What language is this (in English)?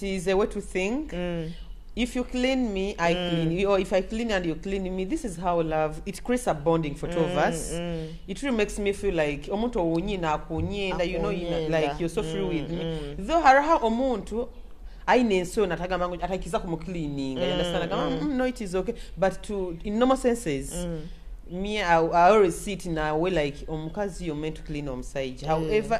Nyoro